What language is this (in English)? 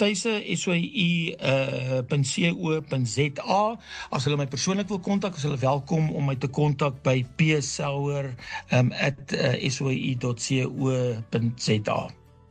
Afrikaans